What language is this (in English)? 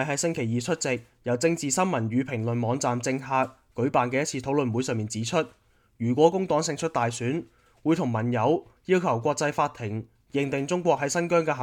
Cantonese